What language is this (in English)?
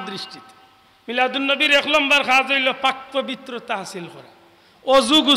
Sylheti